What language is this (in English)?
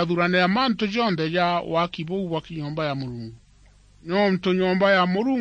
Meru